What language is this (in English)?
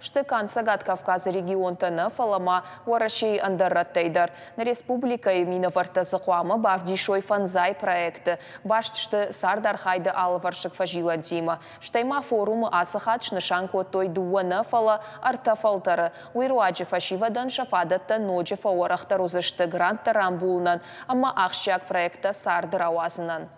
Ossetic